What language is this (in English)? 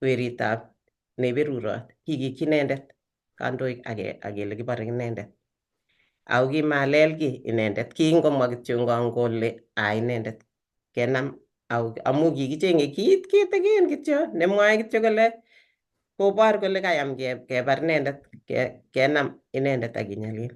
Kalenjin